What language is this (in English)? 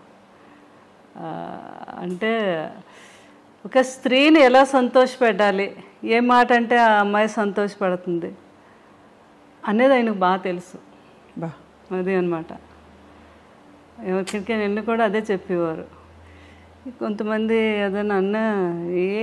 Telugu